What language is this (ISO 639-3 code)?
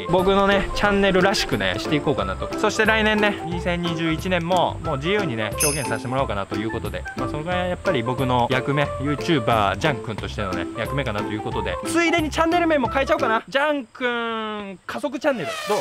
jpn